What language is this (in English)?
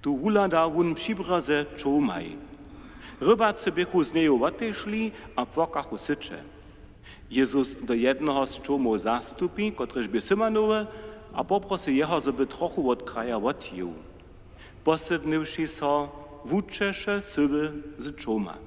Upper Sorbian